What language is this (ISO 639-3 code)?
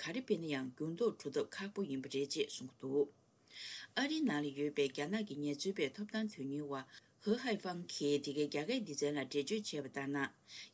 bod